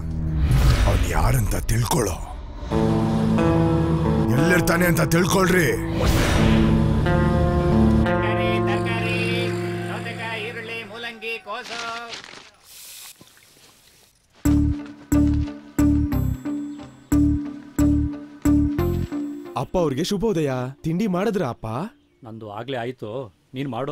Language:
Kannada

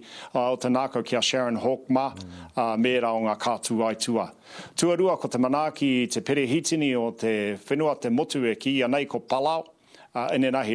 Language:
Māori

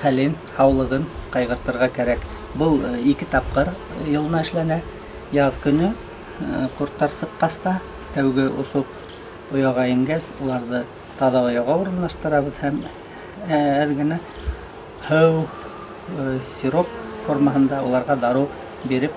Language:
Bashkir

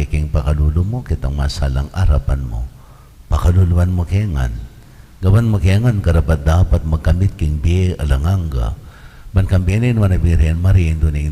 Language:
Pampanga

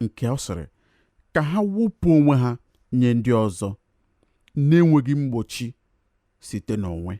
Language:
Igbo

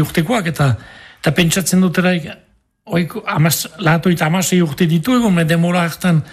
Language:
Basque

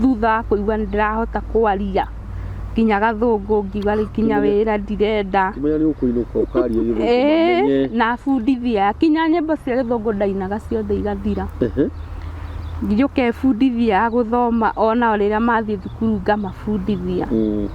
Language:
Kikuyu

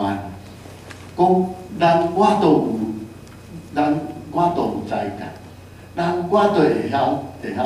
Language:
Min Nan Chinese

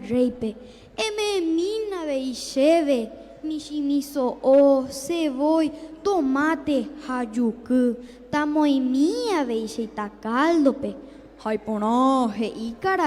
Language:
Guarani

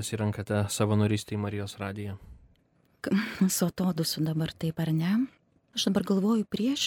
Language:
Lithuanian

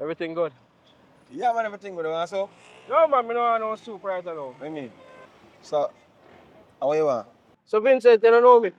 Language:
Jamaican Creole English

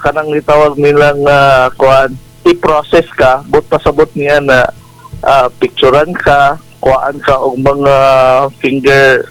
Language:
Cebuano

